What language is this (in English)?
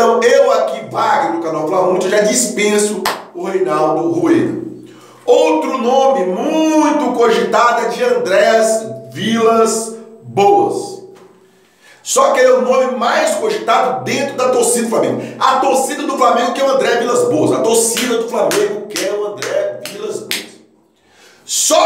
Portuguese